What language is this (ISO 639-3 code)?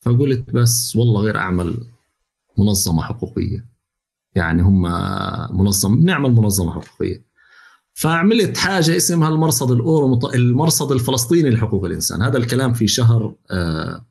apc